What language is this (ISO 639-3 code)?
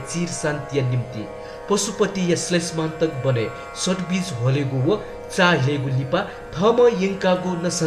new